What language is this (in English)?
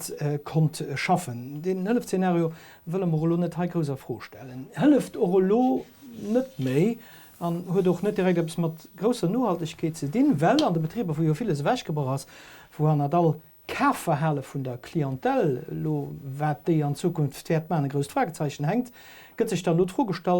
Luxembourgish